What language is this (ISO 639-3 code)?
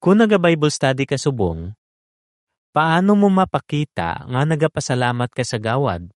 hil